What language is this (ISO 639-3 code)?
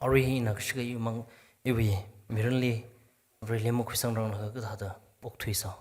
nmf